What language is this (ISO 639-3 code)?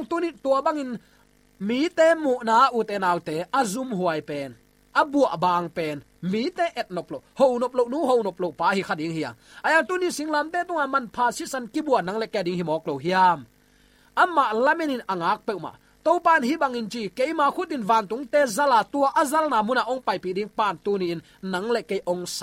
ctd